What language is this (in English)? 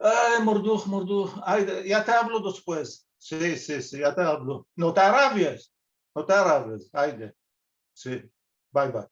Ladino